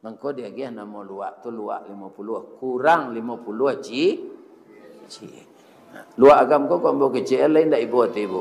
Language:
Minangkabau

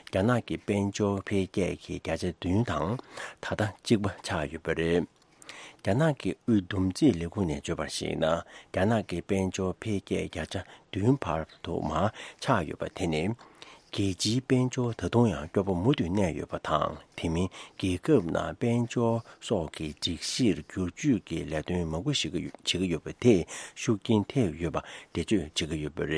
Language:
Tibetan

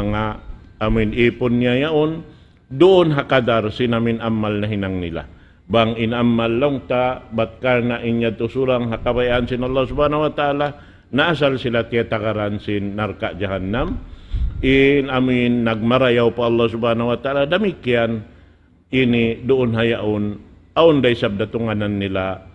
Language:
Tausug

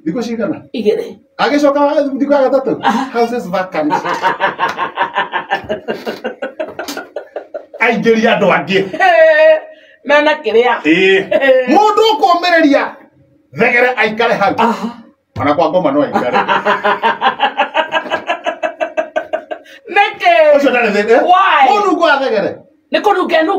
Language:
Kikuyu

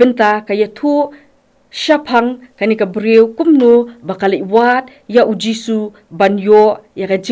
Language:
Khasi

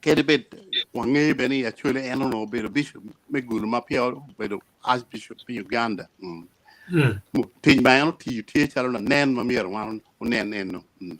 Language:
Acoli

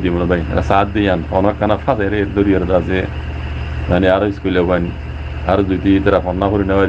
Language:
Rohingya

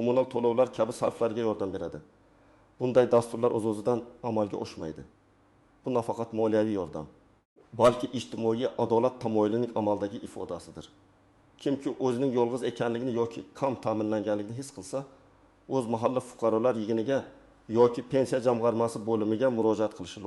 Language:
Uzbek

